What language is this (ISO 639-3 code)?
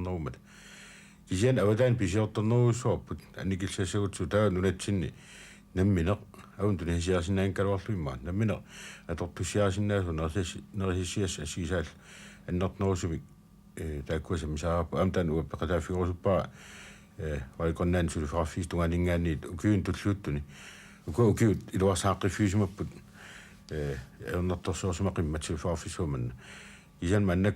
kal